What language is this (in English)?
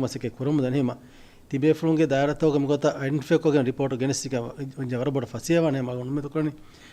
Divehi